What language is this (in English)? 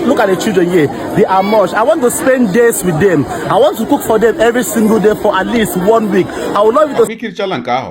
Igbo